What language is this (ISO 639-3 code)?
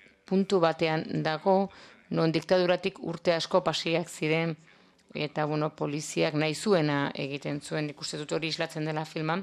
eus